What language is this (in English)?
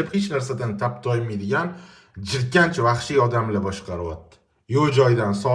Uzbek